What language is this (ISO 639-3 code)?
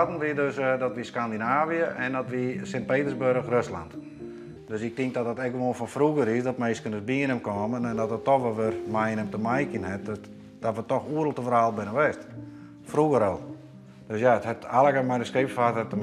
fry